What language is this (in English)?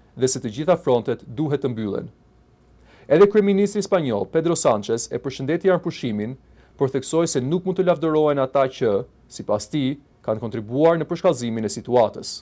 Albanian